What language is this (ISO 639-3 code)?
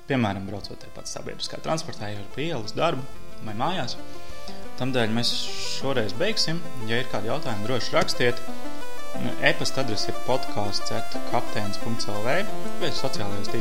lav